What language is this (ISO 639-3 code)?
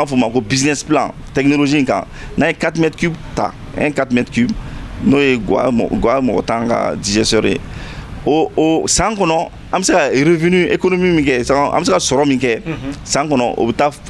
bam